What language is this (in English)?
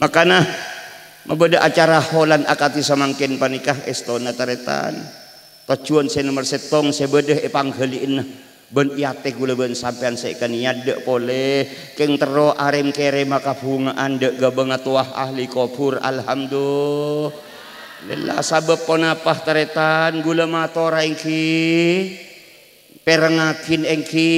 Madurese